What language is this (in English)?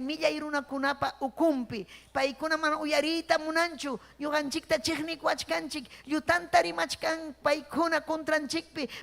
Ayacucho Quechua